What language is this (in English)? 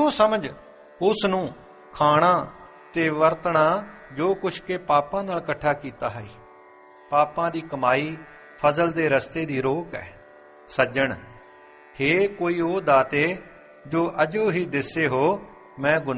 Punjabi